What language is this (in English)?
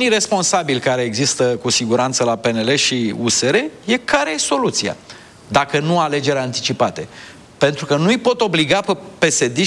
Romanian